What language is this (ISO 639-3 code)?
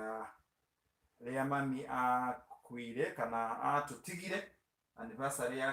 kik